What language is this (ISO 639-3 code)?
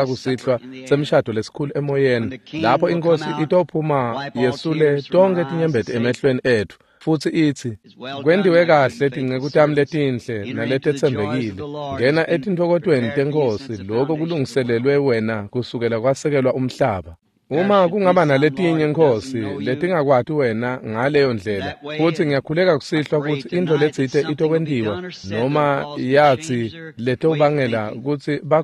ssw